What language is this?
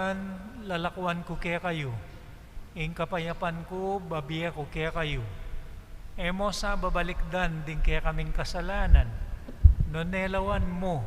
Pampanga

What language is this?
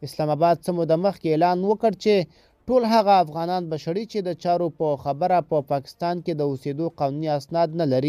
Pashto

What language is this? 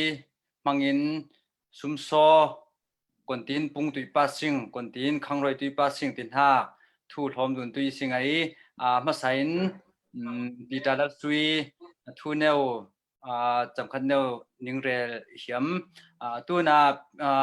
Falam Chin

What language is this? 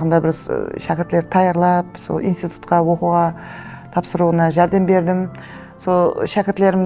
Kara-Kalpak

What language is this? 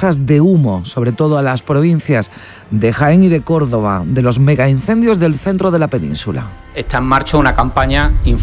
Spanish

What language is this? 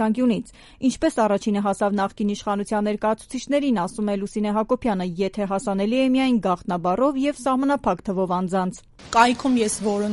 Armenian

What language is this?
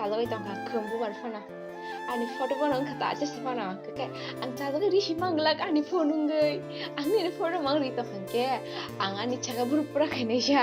Kok Borok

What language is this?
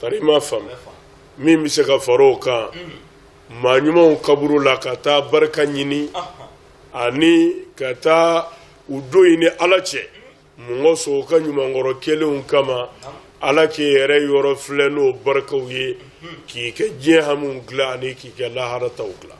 Bambara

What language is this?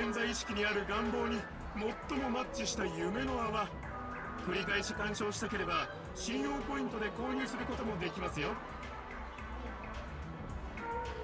Japanese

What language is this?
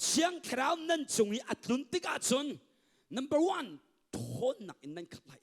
Hakha Chin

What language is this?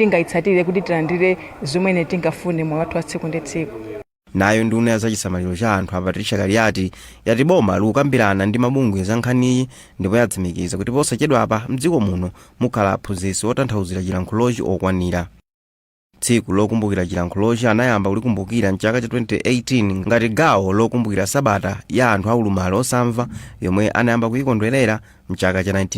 Nyanja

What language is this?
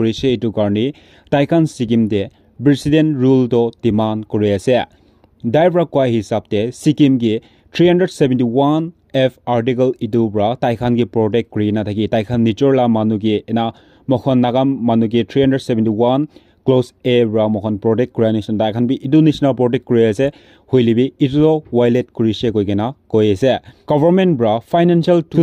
Naga Pidgin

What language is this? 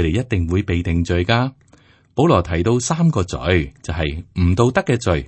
Cantonese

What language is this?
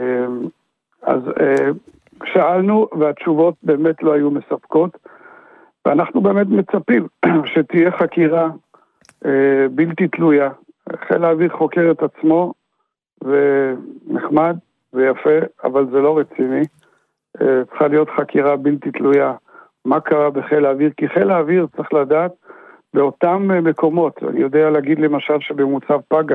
Hebrew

